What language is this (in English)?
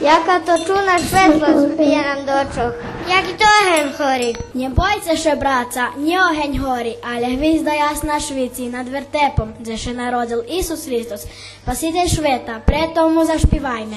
Rusyn